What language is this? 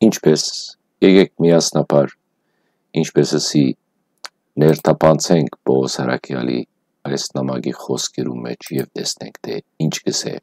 Western Armenian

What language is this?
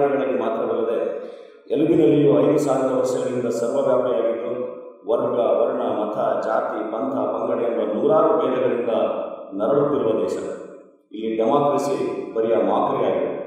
Kannada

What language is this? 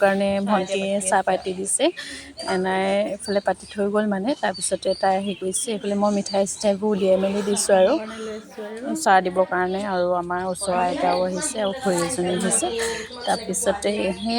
Assamese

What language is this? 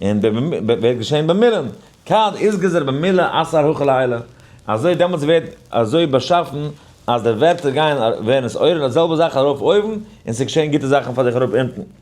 Yiddish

